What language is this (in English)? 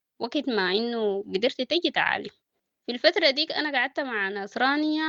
Sudanese Arabic